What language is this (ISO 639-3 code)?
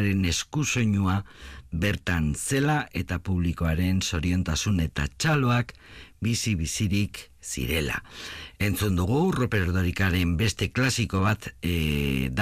eus